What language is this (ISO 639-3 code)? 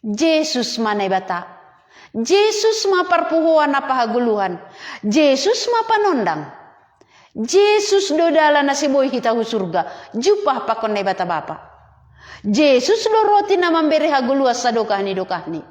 bts